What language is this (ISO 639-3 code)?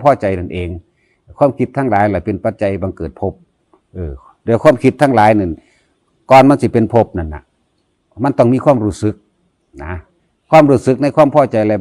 tts